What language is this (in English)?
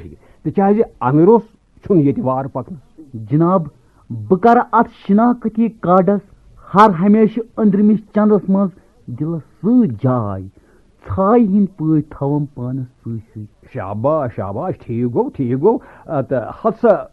Kashmiri